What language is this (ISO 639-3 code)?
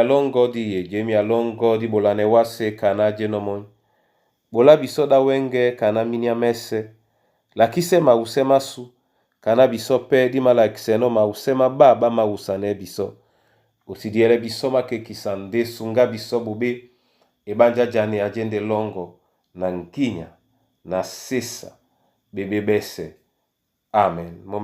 dua